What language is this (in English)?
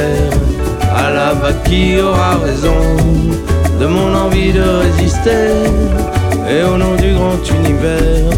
French